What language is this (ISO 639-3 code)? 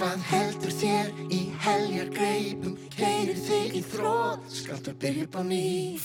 isl